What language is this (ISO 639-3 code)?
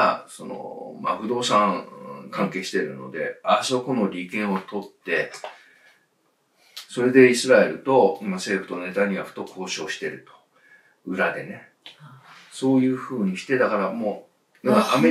jpn